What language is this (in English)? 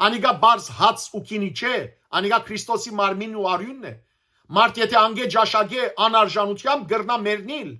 Western Armenian